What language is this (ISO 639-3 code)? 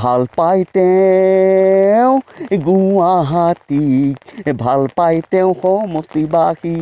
asm